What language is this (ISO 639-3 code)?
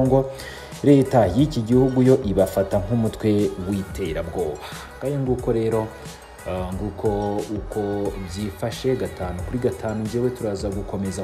kin